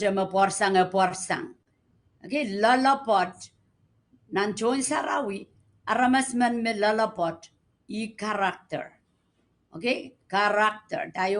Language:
Pohnpeian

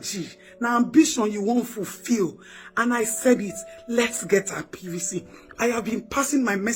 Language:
Nigerian Pidgin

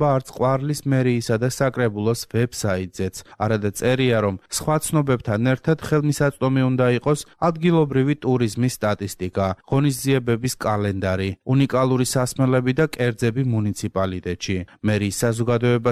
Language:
Georgian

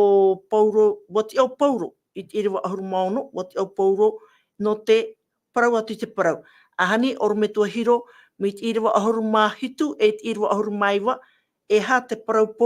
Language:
Tahitian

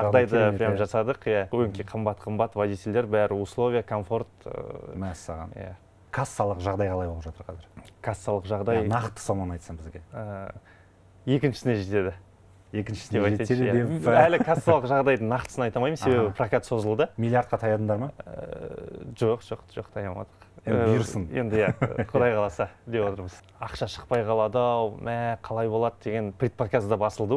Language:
Kazakh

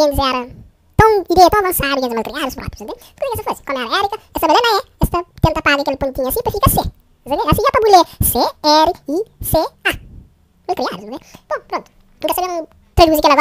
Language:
Kabuverdianu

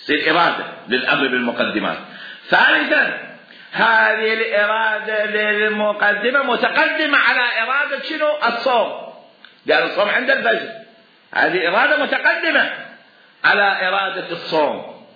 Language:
Mesopotamian Arabic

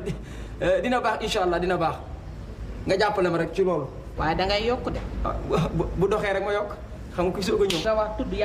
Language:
Wolof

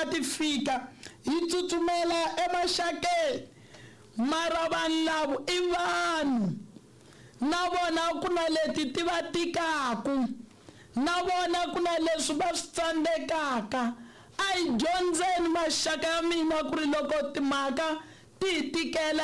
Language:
Tsonga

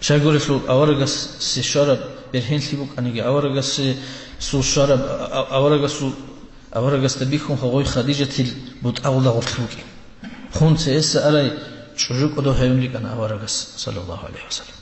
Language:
Avaric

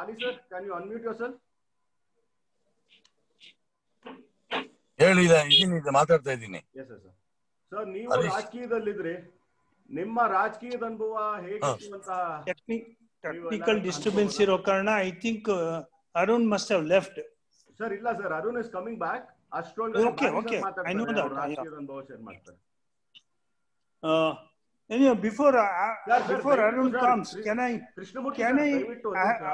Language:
Kannada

